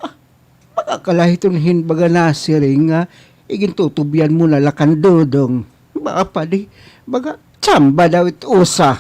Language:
Waray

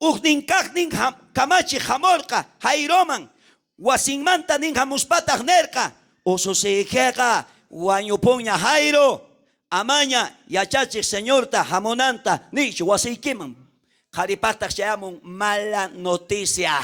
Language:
South Bolivian Quechua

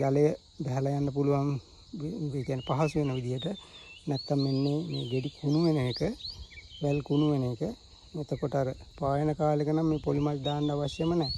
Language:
Sinhala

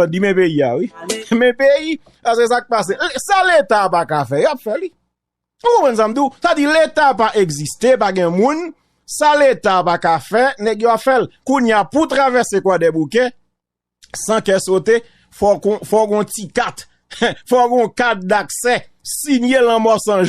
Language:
Haitian Creole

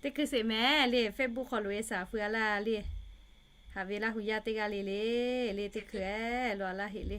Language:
Lahu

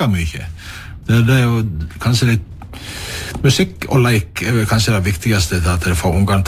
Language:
Norwegian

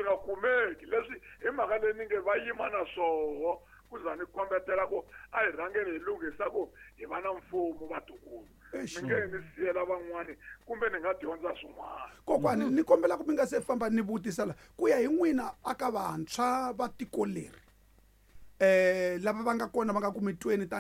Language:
Tsonga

